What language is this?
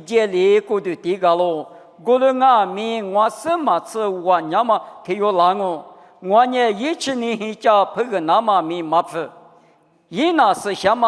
Lisu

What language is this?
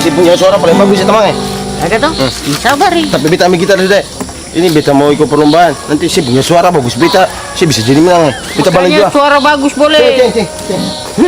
Ambonese Malay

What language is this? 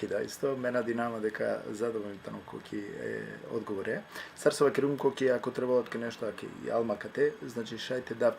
Balkan Romani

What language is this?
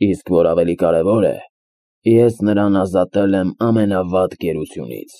Armenian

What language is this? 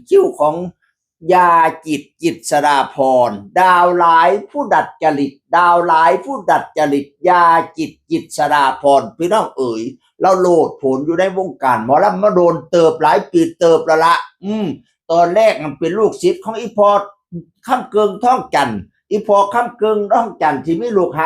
Northeastern Thai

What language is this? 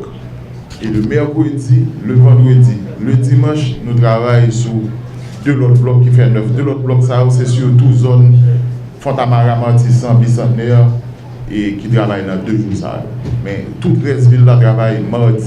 Haitian Creole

